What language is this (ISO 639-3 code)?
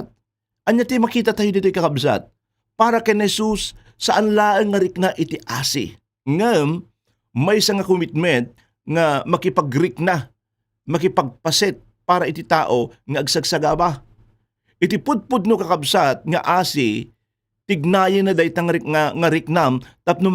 ilo